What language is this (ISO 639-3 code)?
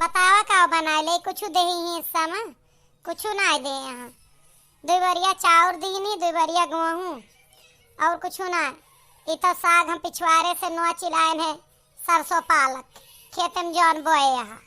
awa